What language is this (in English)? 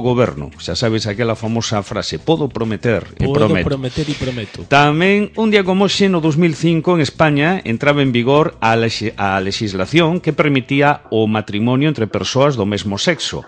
Galician